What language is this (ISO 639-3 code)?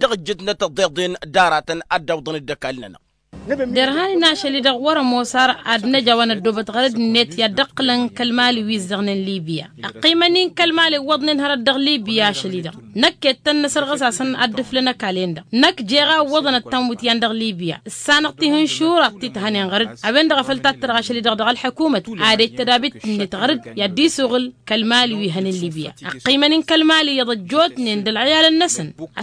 taq